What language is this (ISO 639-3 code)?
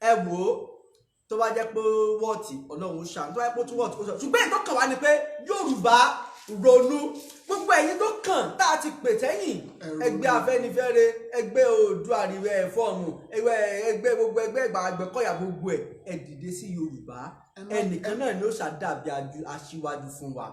yor